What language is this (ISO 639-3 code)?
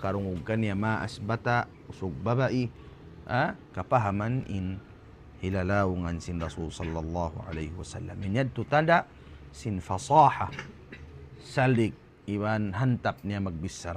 tsg